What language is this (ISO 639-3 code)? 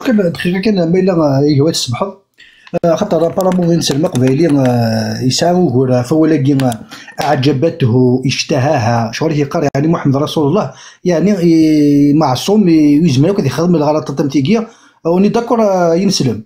kab